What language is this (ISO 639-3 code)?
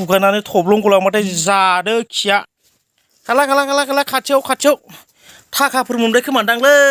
brx